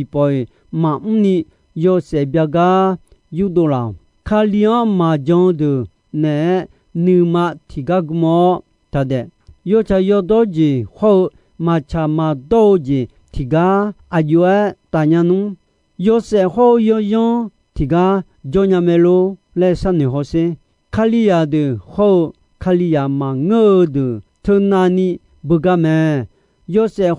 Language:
Akha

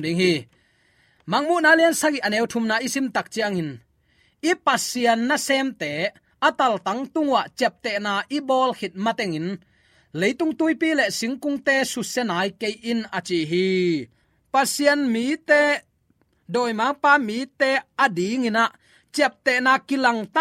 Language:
Tedim Chin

